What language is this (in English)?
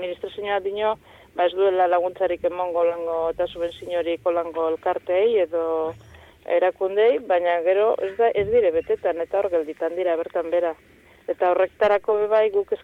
Basque